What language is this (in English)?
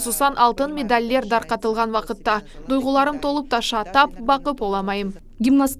Crimean Tatar